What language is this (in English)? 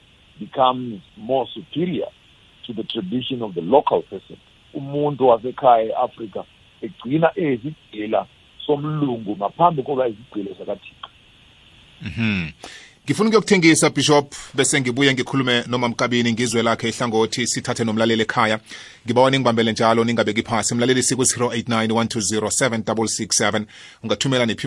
South Ndebele